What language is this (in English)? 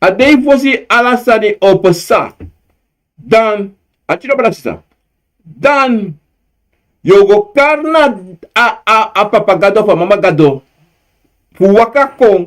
Sranan Tongo